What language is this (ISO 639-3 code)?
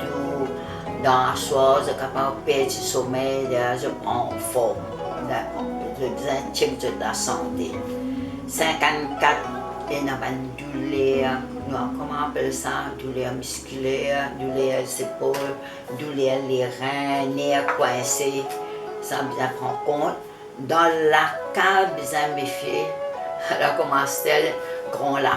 mfe